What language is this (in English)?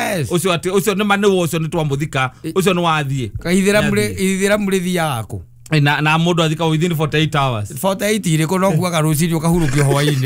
Kikuyu